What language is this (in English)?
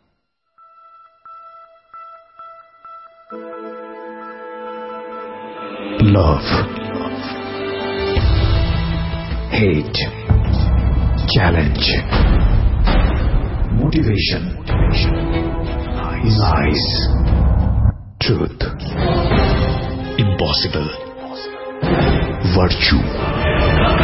Bangla